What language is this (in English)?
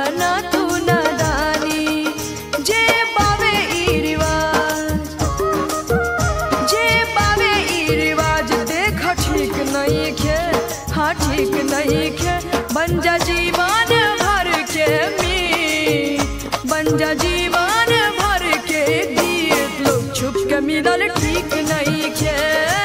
Bhojpuri